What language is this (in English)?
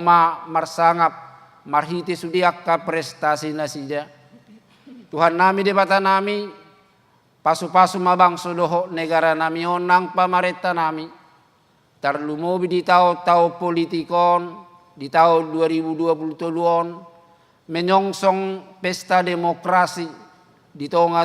Batak Toba